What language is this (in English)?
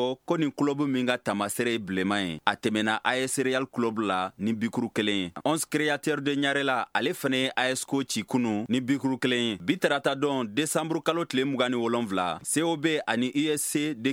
Bambara